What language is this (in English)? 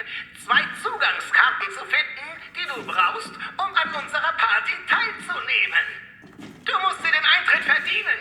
Bavarian